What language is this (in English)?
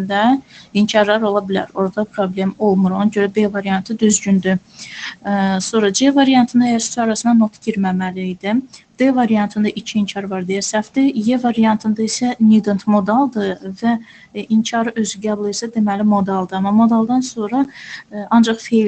Azerbaijani